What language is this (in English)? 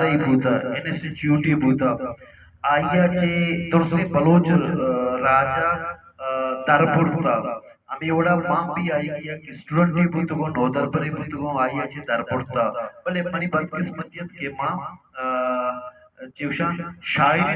Baluchi